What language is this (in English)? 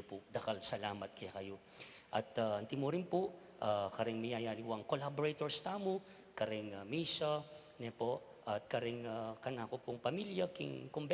Pampanga